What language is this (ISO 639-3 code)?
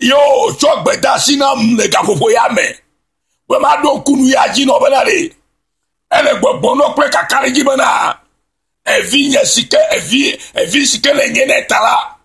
ewe